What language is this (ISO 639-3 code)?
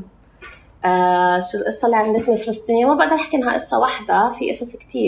apc